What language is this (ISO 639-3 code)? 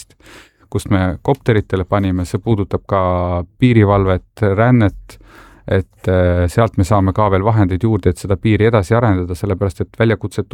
est